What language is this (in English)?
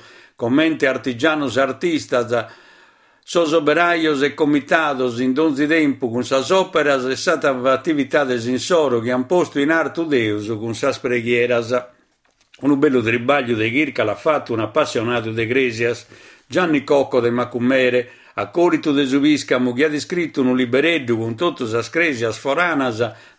Sardinian